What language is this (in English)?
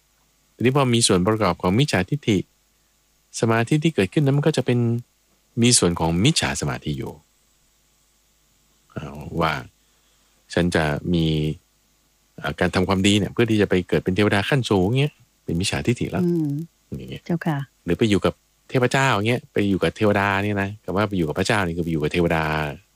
Thai